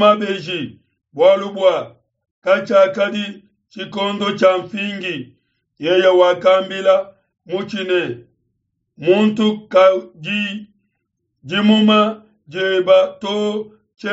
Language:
Luba-Lulua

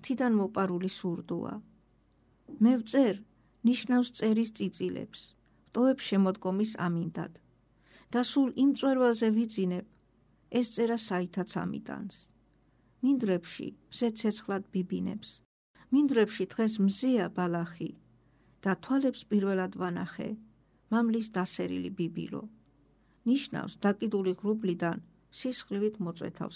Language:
Georgian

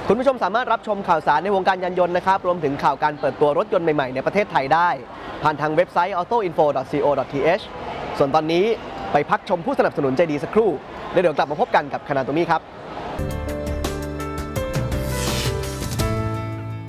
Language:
Thai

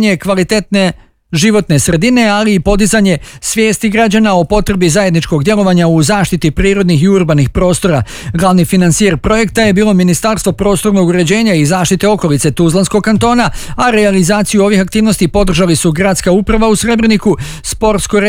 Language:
Bosnian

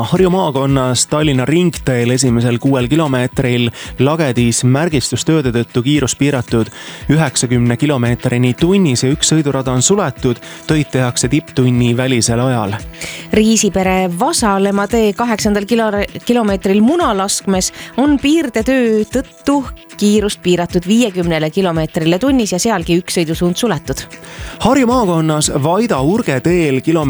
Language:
Estonian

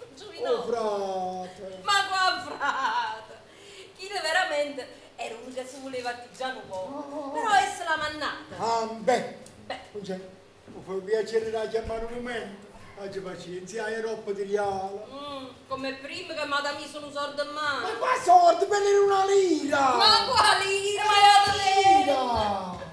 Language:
Neapolitan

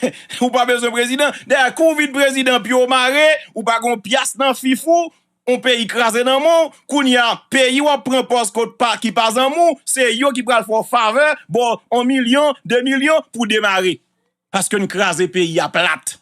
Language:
Haitian Creole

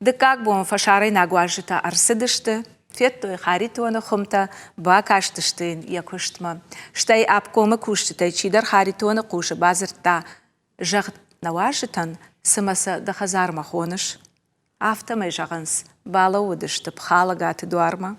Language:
Ossetic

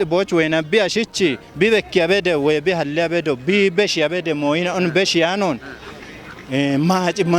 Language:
Kafa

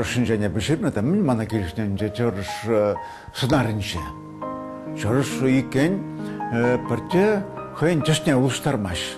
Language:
Chuvash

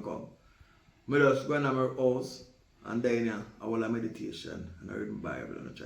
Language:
Jamaican Creole English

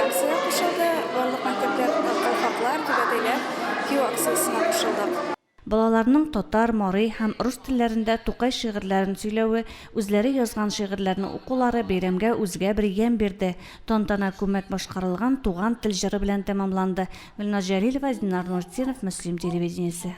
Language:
Tatar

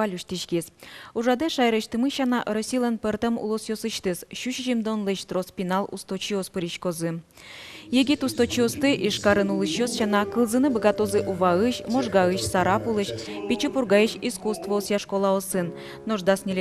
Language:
Udmurt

